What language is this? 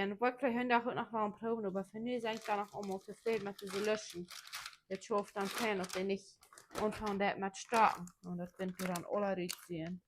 Plautdietsch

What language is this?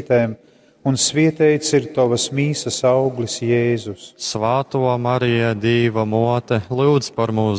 Latgalian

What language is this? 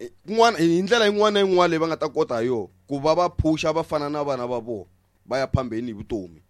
Tsonga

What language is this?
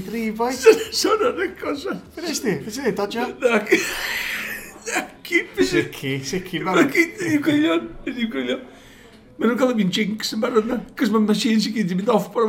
Welsh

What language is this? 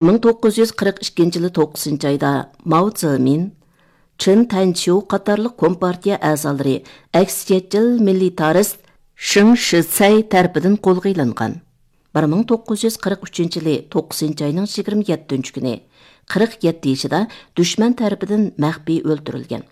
Uyghur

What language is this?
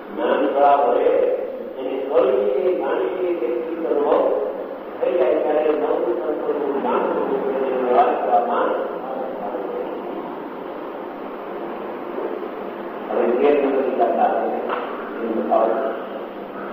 Gujarati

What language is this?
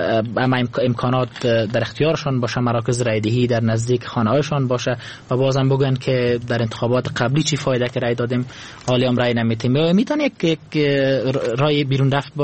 Persian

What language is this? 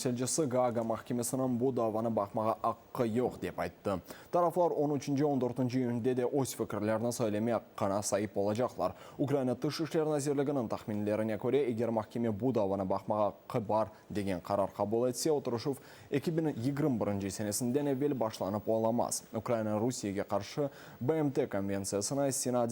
Crimean Tatar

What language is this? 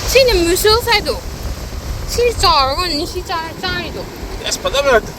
Manipuri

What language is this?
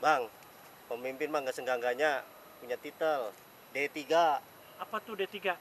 Betawi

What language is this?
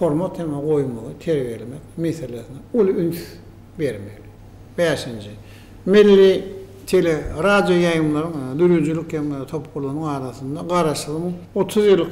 Turkmen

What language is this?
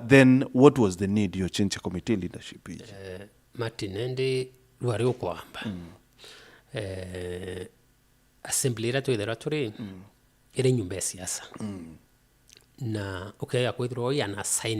Meru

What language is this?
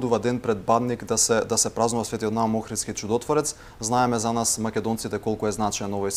Macedonian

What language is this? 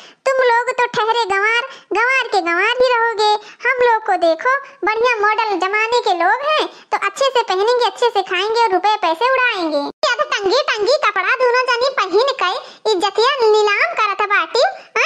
Awadhi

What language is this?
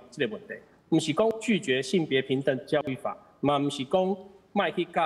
Min Nan Chinese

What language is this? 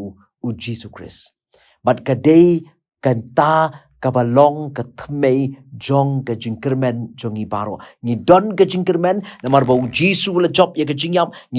Khasi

